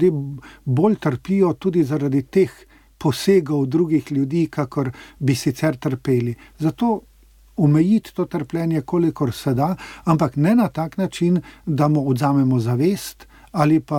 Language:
Slovenian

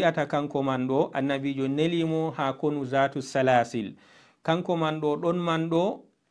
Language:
Fula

